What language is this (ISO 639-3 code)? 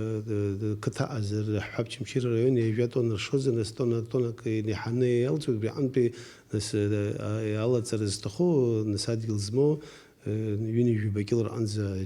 abk